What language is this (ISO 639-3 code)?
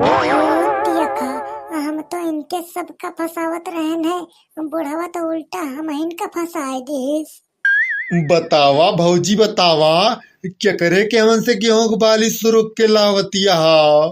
awa